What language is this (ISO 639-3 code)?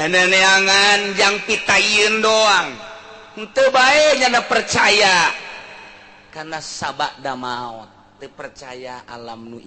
sun